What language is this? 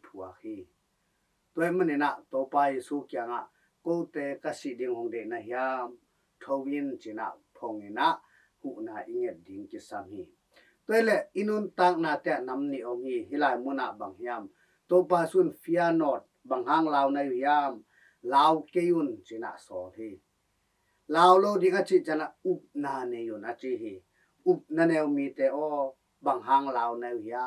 Tedim Chin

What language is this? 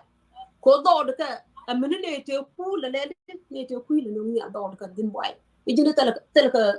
Nuer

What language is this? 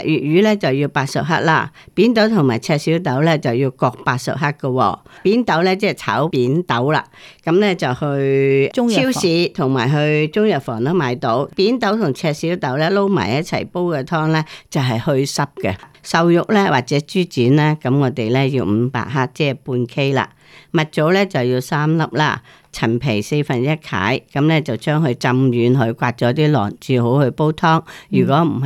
Cantonese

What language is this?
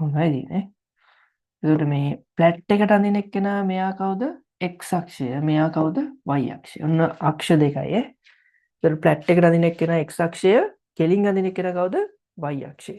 Sinhala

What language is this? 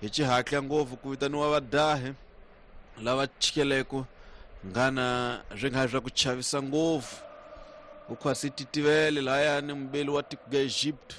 Tsonga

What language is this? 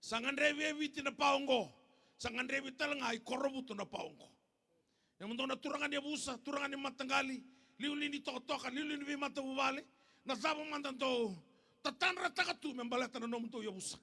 Fijian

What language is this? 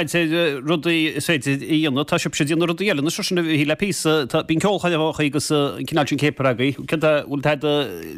Irish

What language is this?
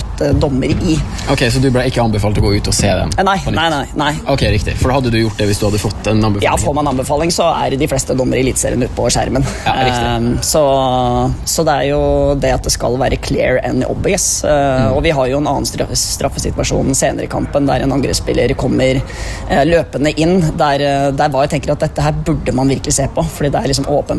Norwegian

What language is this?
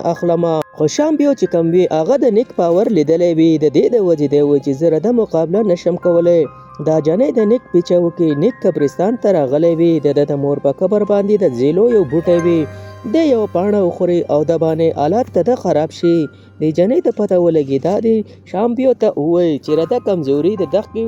Pashto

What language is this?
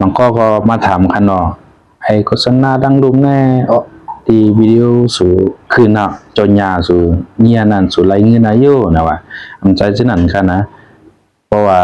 Shan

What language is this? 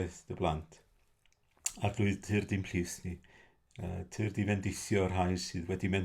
Welsh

